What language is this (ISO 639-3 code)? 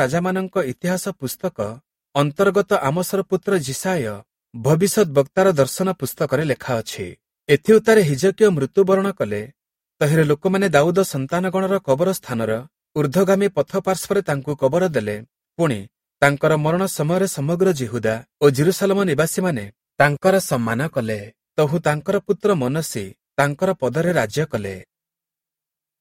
ori